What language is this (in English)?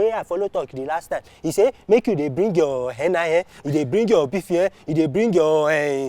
Nigerian Pidgin